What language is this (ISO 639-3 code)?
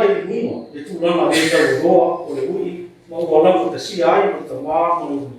smo